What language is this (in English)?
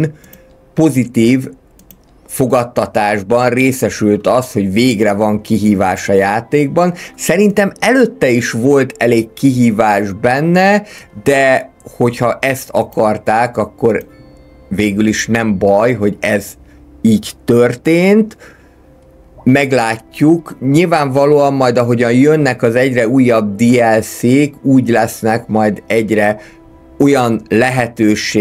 Hungarian